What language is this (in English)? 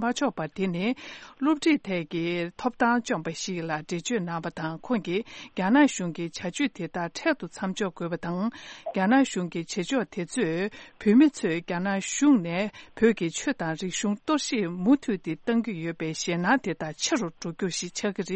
Tibetan